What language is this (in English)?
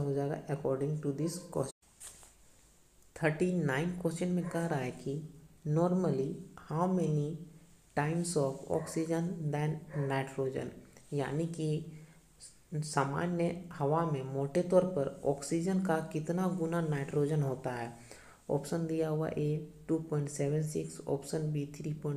Hindi